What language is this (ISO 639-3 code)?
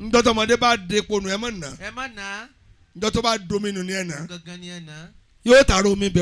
yor